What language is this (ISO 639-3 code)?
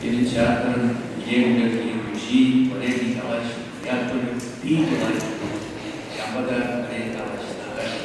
chv